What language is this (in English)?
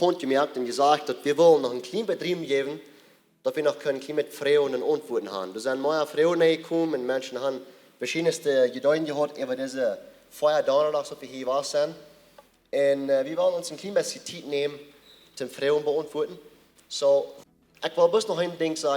Plautdietsch